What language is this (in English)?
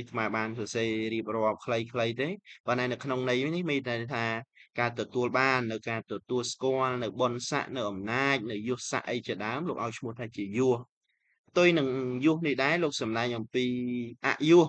Khmer